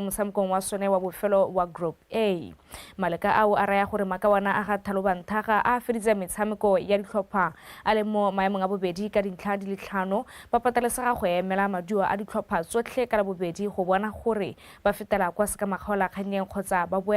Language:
Tswana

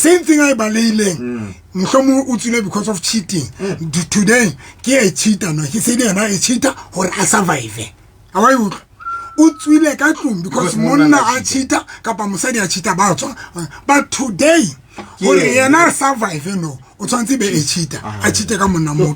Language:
Southern Sotho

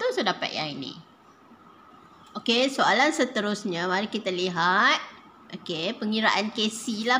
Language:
Malay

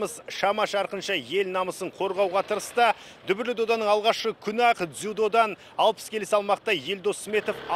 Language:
Kazakh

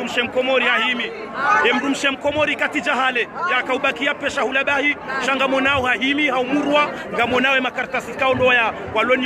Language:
Ngazidja Comorian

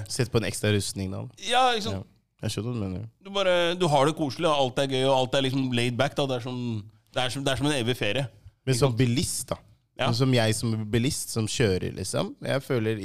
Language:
Norwegian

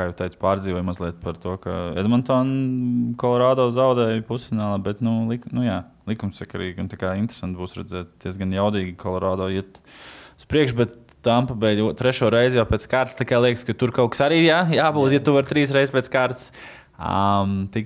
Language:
Latvian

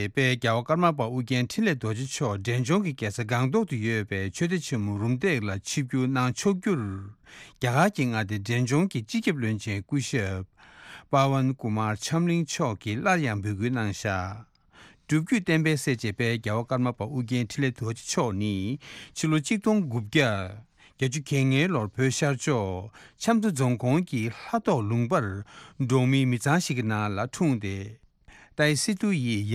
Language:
Tibetan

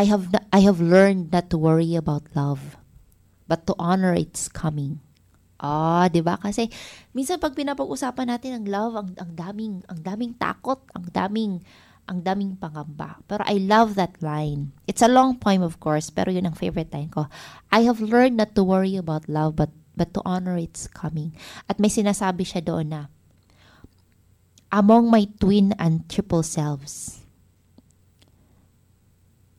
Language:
Filipino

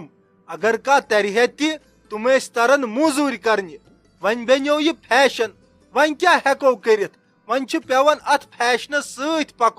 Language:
Kashmiri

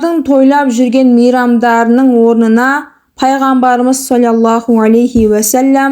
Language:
Kazakh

